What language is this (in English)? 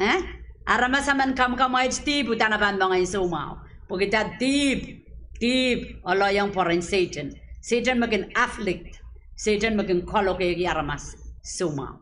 Pohnpeian